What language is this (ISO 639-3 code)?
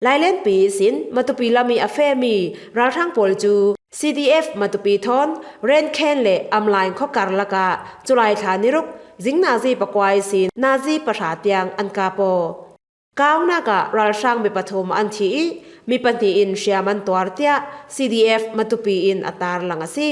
cfm